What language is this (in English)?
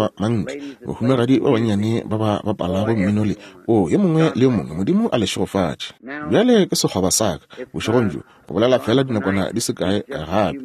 Northern Sotho